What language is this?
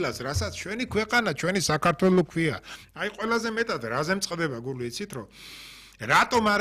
Georgian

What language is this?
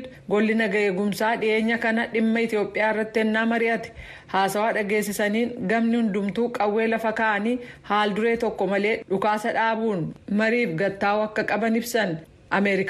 Oromo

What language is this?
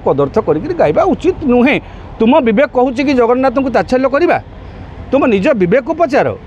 Odia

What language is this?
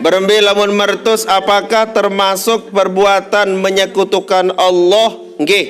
Sasak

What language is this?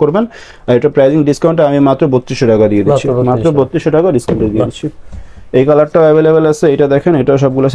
Bangla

